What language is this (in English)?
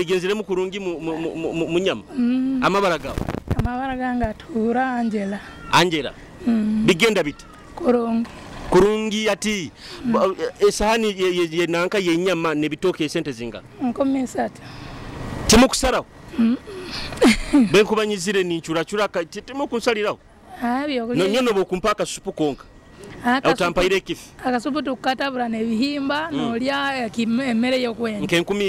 Nyoro